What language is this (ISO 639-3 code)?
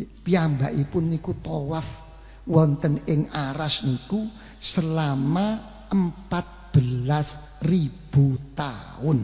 jav